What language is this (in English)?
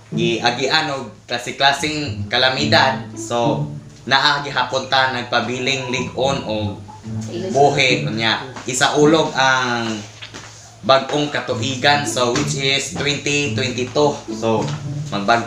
Cebuano